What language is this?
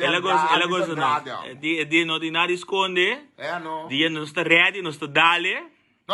Papiamento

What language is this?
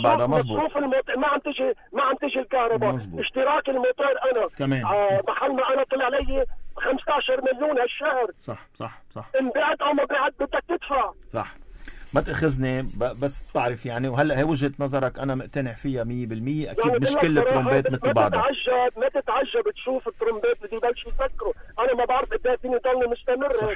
North Levantine Arabic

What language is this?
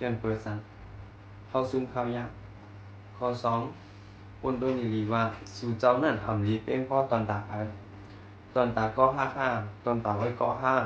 Shan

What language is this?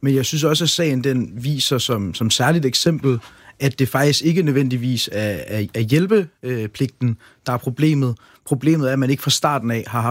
Danish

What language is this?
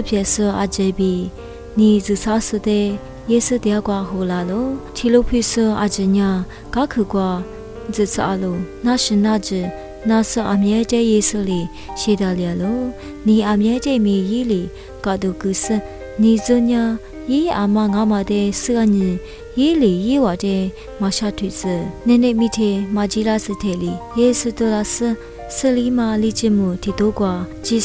Lisu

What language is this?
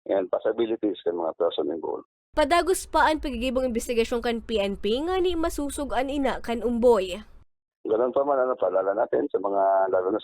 Bikol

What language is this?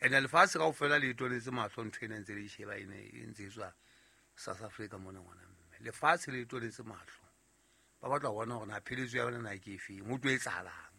Southern Sotho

